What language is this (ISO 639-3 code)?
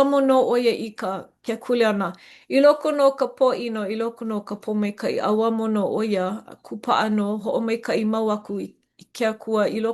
haw